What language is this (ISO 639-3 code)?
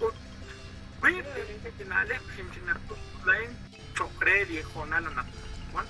kek